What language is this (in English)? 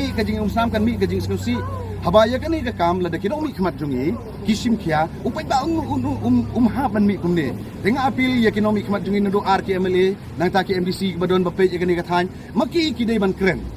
Khasi